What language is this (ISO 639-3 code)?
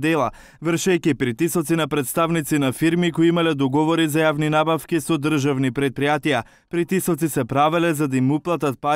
mkd